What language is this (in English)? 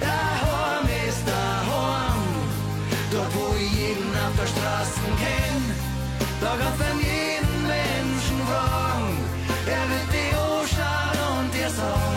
Bavarian